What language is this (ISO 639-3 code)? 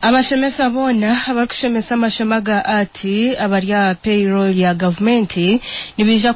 nyn